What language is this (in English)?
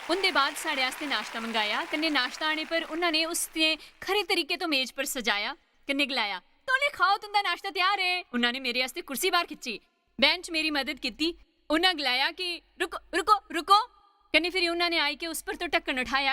Dogri